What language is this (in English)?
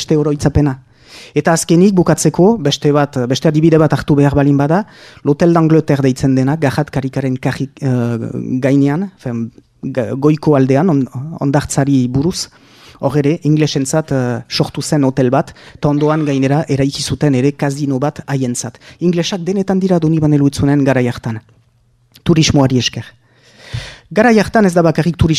Basque